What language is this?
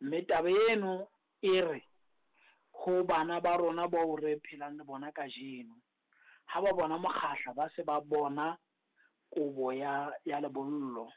Southern Sotho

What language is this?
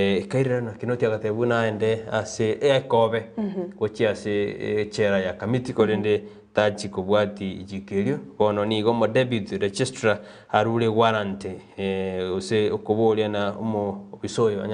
Gusii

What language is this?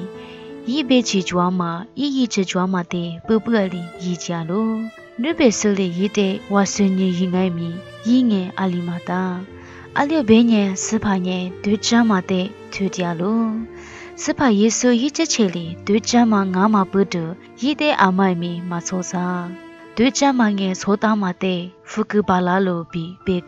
Lisu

